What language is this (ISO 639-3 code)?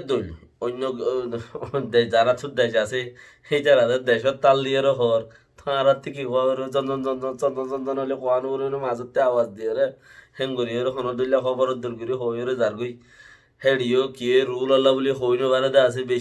rhg